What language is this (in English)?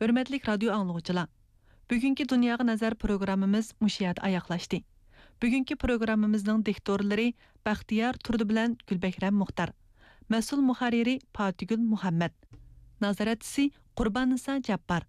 Uyghur